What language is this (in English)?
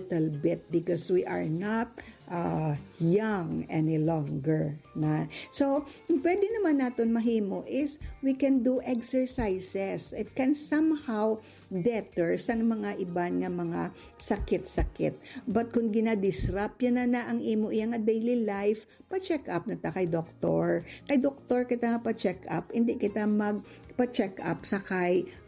Hiligaynon